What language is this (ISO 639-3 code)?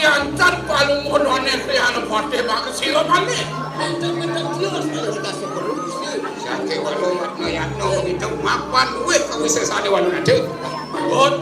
ban